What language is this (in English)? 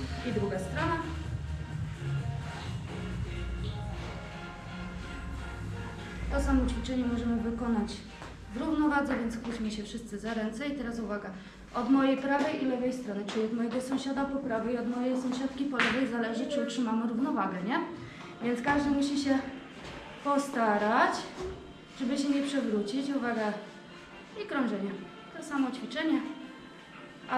Polish